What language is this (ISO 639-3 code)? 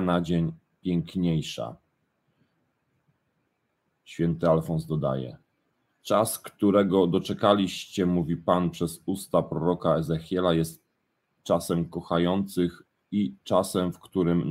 pol